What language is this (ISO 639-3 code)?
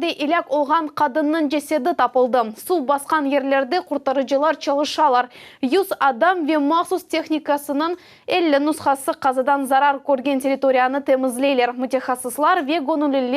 crh